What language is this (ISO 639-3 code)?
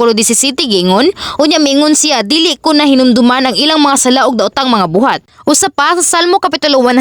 ceb